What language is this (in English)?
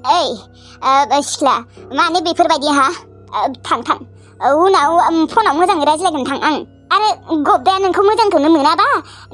Bodo